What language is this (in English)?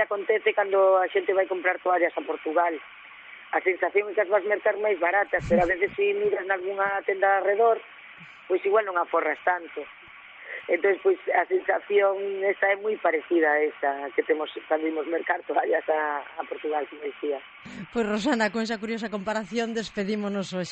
Galician